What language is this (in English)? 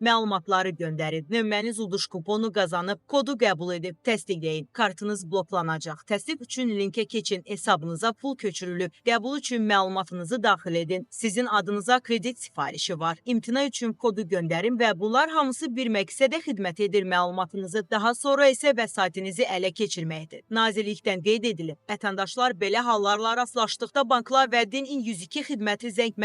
Azerbaijani